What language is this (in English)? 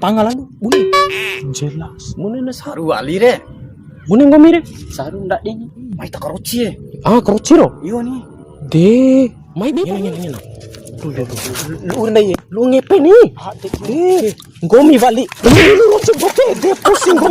Bima